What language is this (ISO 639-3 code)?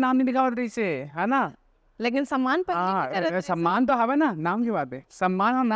hne